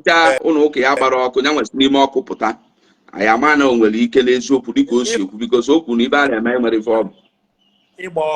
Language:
Igbo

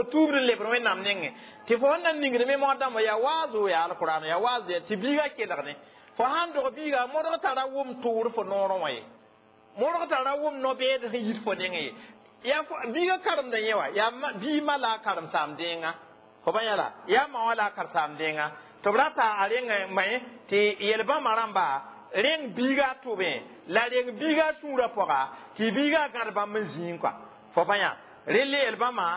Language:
Mossi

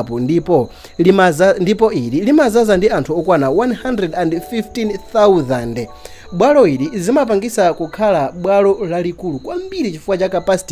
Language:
Nyanja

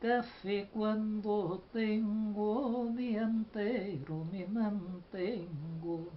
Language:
Ladino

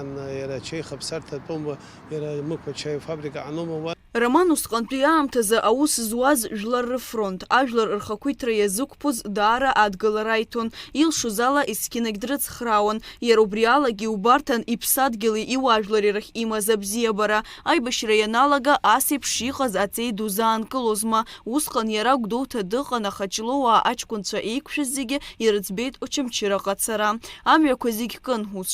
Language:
Abkhazian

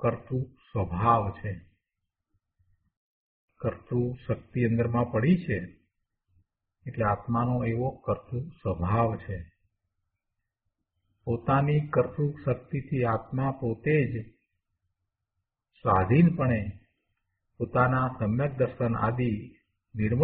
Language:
Gujarati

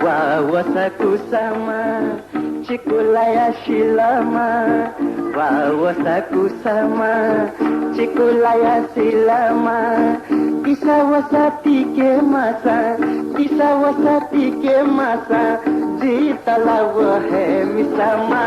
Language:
Newari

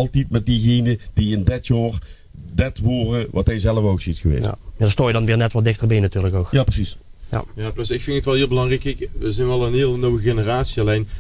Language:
Limburgish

